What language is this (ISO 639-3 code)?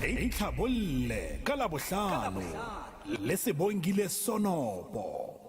sot